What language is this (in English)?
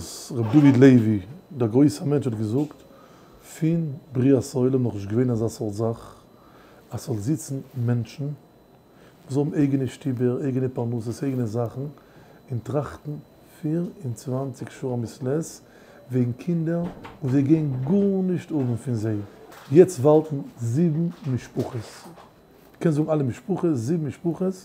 Yiddish